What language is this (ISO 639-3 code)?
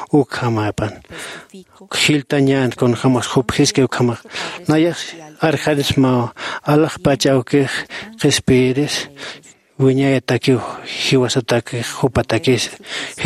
aym